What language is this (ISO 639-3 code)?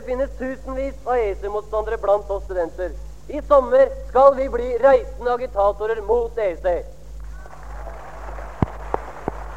nor